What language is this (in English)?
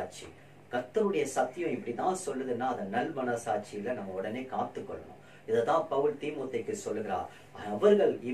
Tamil